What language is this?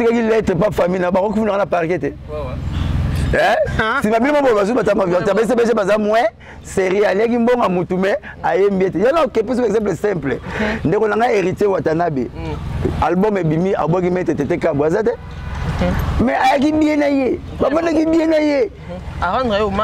Lingala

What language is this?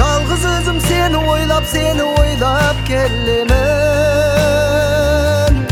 Kazakh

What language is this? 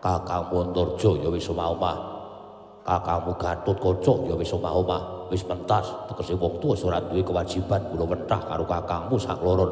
Javanese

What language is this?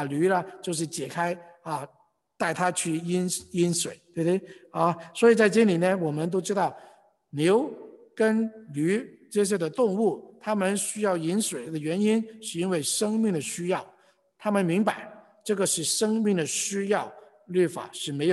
Chinese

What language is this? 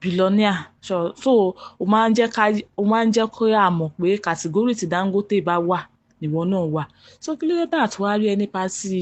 Yoruba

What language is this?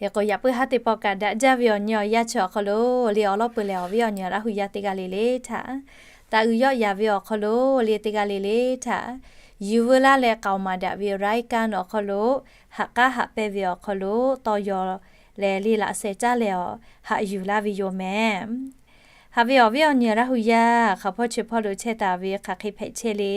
Lahu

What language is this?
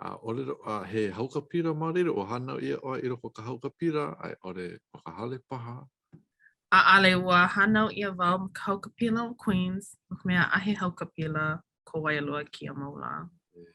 Hawaiian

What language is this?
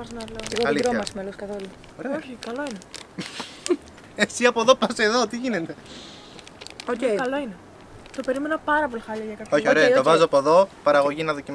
Greek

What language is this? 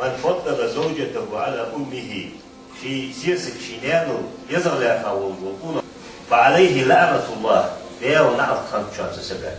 Ingush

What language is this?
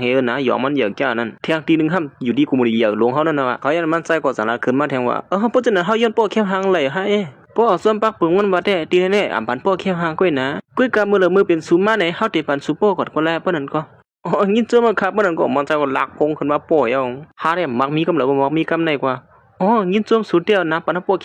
Shan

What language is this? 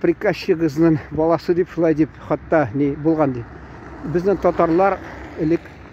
Tatar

